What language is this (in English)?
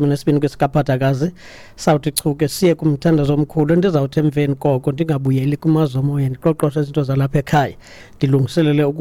Xhosa